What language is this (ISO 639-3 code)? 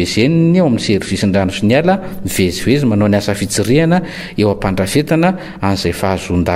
mlg